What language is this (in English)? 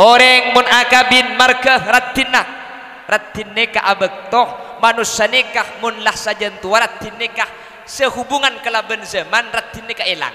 Madurese